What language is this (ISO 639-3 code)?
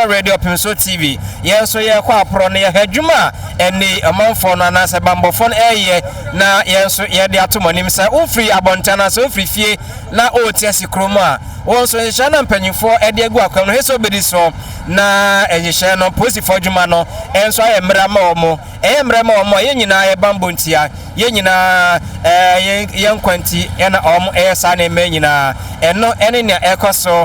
aka